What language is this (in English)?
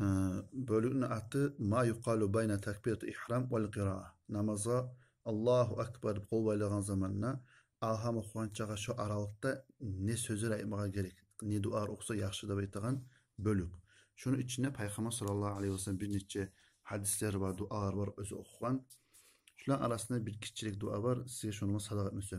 Kumyk